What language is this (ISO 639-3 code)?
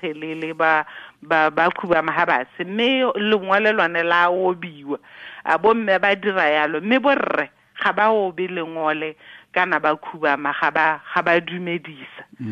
tsn